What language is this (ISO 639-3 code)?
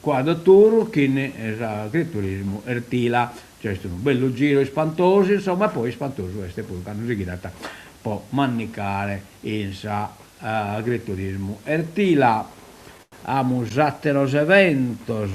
srd